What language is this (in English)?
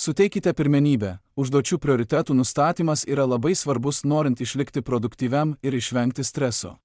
Lithuanian